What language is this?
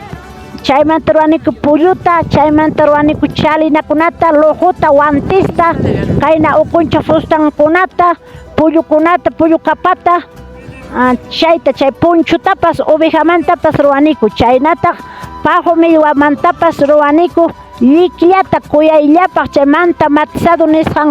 Ayacucho Quechua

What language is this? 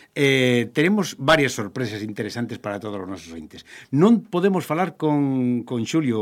Galician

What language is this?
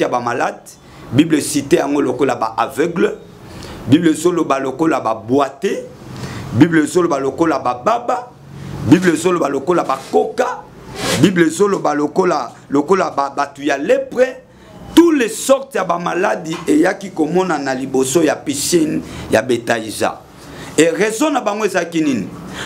Lingala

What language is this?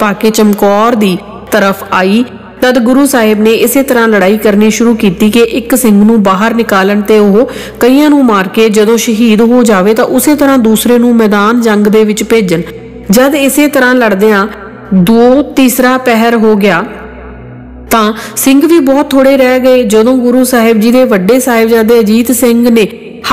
Punjabi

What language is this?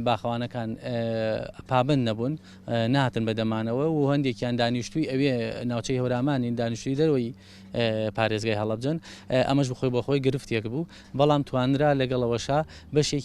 Central Kurdish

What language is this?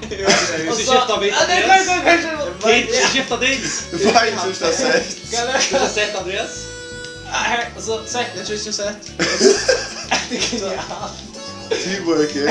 Faroese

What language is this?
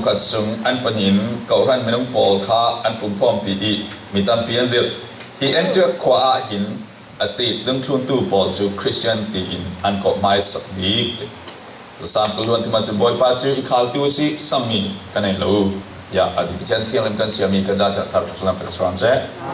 Falam Chin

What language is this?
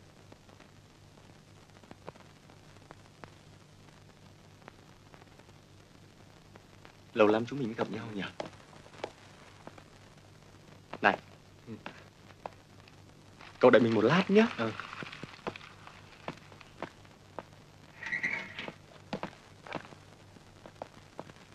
Vietnamese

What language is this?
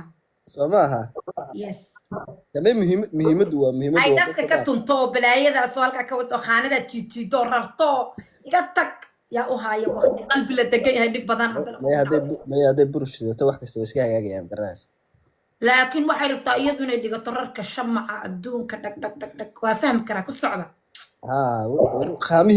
Somali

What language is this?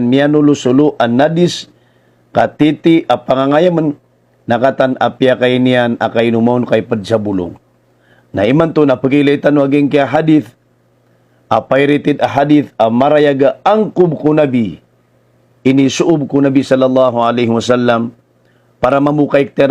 Maranao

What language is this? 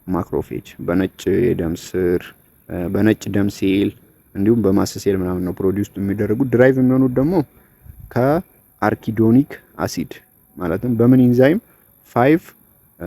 Amharic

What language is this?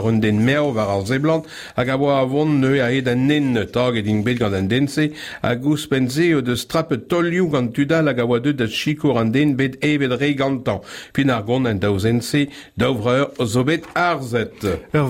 Breton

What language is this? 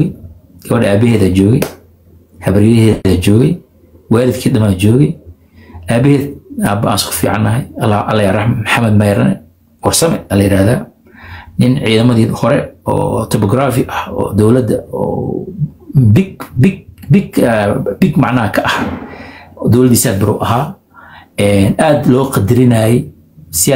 Somali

